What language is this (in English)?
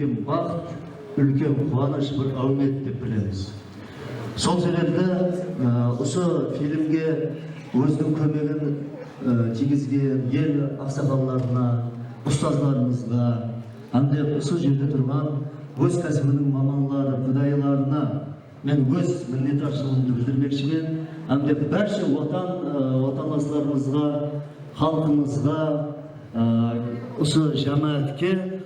Kara-Kalpak